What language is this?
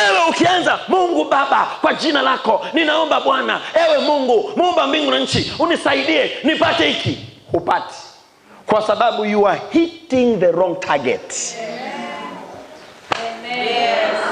Swahili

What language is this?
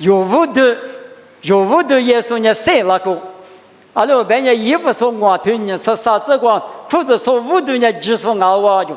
Lisu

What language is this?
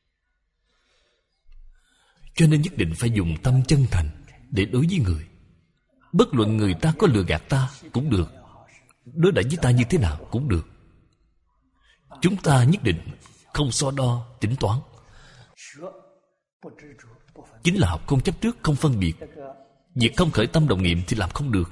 Vietnamese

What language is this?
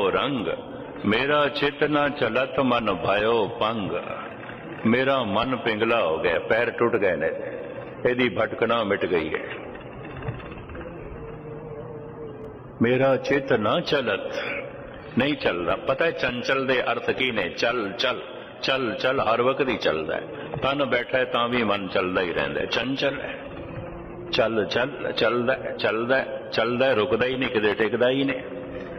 Punjabi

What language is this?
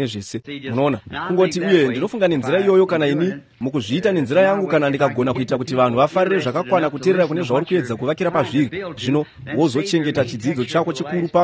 Shona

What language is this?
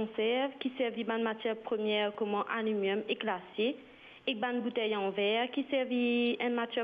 Morisyen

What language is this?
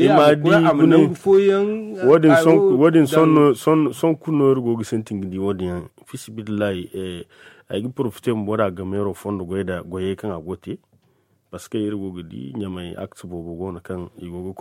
Zarma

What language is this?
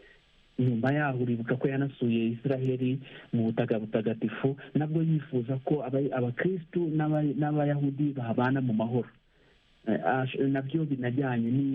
Kinyarwanda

